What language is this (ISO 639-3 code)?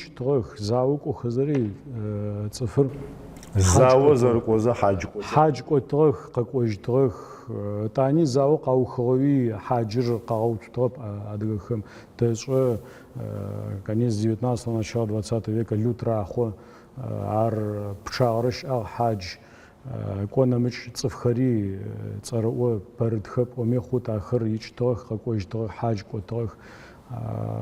ady